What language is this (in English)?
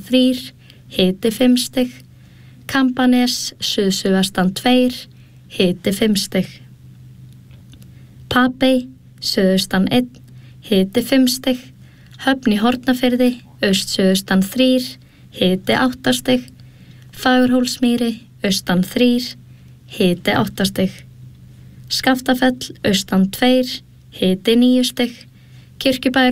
Icelandic